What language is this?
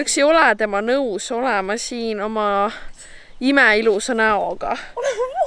Estonian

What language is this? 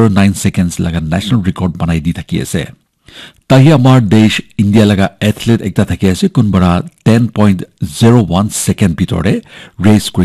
Naga Pidgin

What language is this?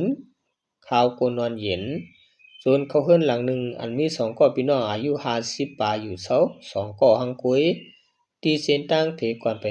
Shan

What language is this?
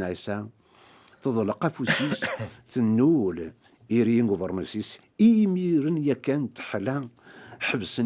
Kabyle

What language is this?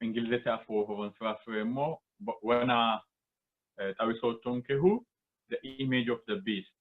Sidamo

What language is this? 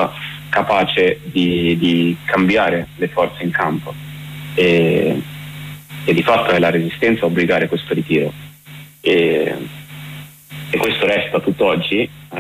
Italian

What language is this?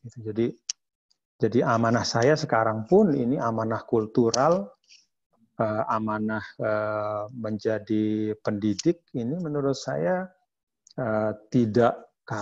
Indonesian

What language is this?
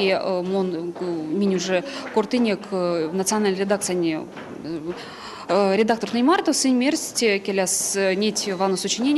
Erzya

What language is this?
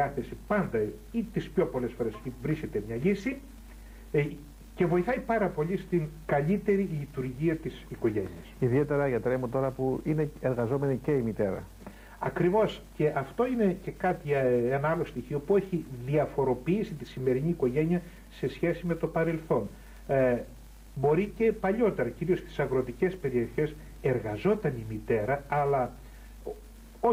Greek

